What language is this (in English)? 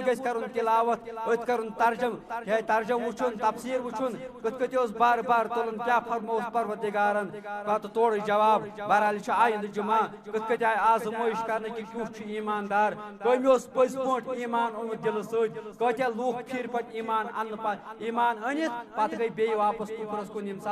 Kashmiri